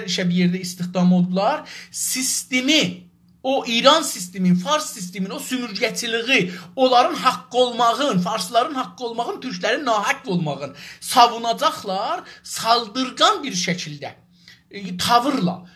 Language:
South Azerbaijani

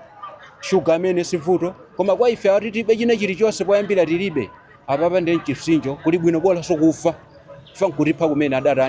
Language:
Nyanja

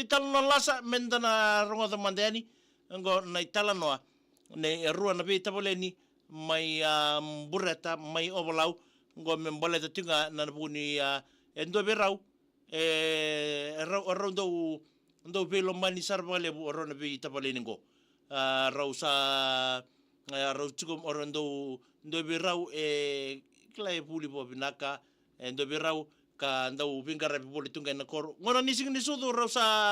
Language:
Fijian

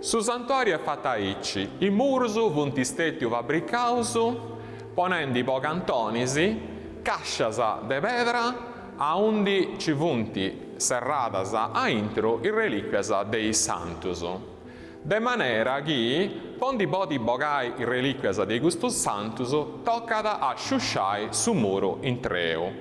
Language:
Sardinian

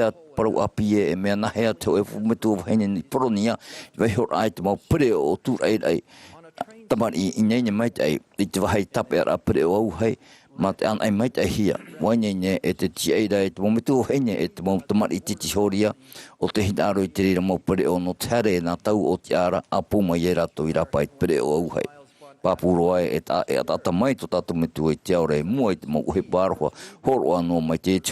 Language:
Tahitian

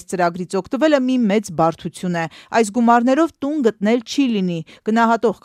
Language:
Armenian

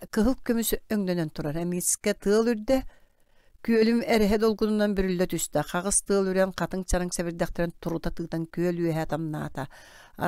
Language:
Yakut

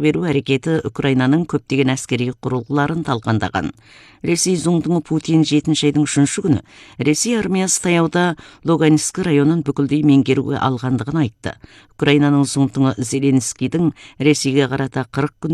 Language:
Kazakh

